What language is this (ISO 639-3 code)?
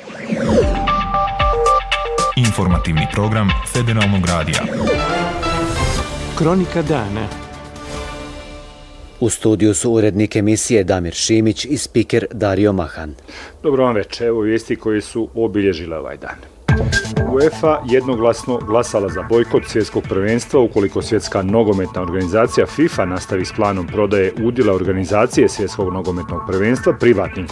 bos